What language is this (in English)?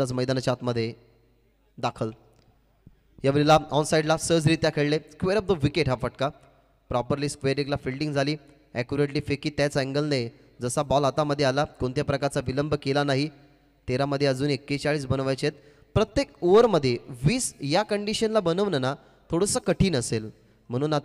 Marathi